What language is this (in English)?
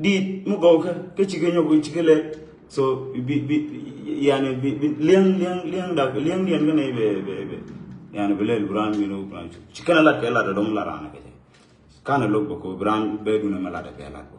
Nuer